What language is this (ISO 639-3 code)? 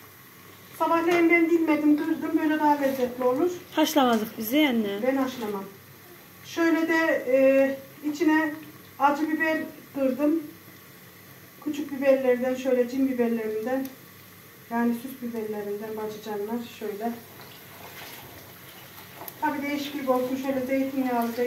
tur